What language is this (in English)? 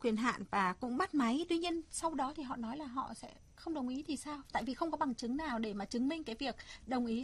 Vietnamese